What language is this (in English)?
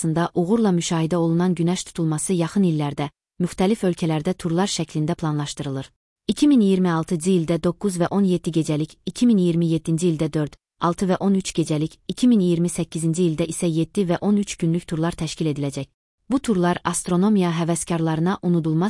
Azerbaijani